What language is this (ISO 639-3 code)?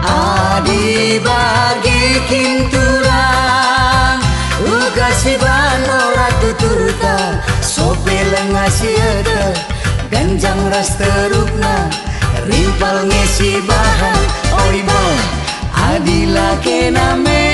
btx